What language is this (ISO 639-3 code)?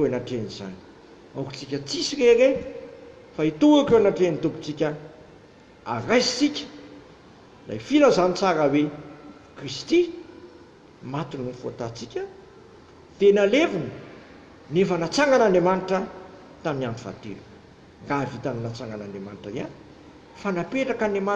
mlg